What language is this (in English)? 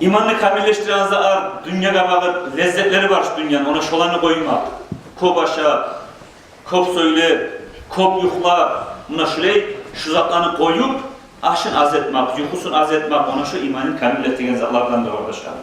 Kumyk